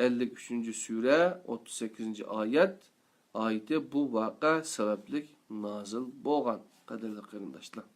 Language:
Uyghur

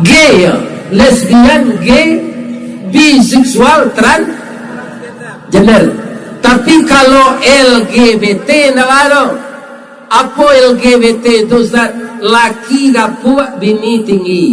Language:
Minangkabau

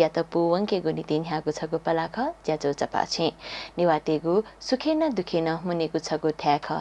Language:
Newari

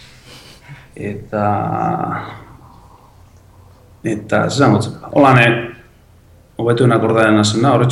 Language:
Basque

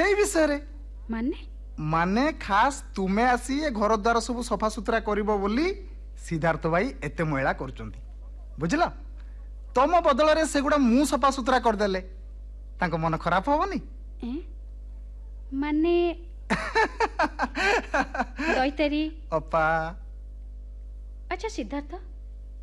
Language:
Odia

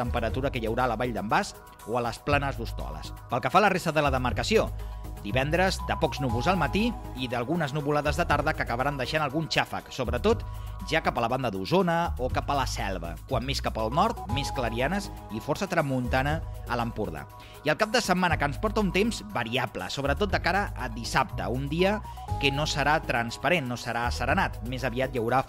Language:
Catalan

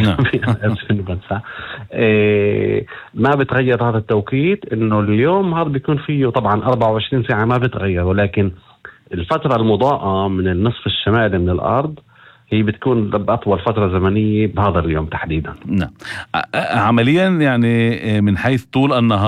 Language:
North Levantine Arabic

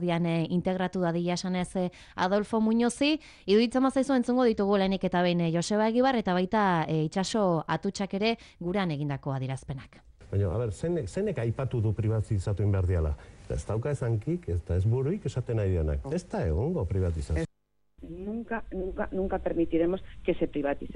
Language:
Basque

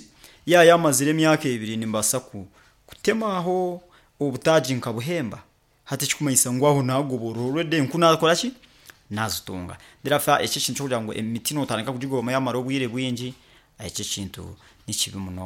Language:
Nyoro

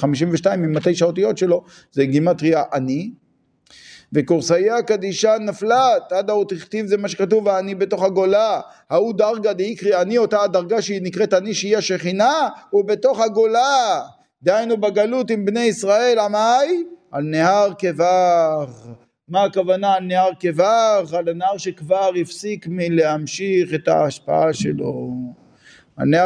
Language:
Hebrew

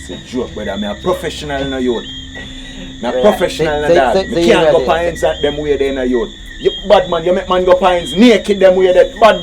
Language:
Jamaican Creole English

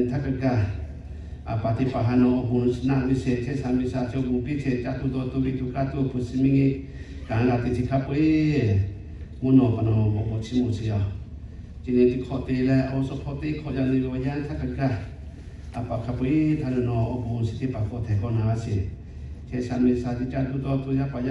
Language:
Lahu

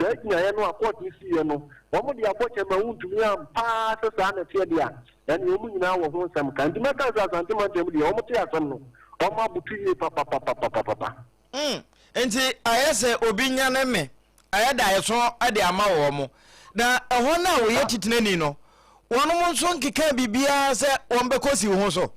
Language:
Akan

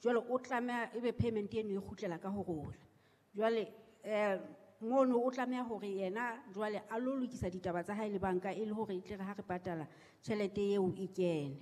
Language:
Southern Sotho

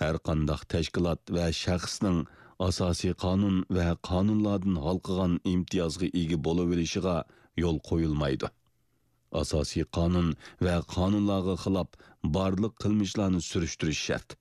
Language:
Uyghur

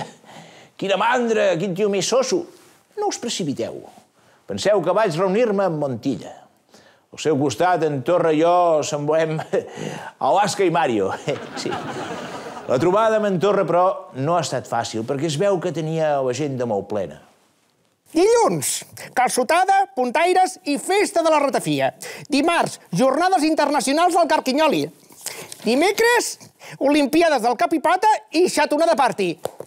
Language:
Catalan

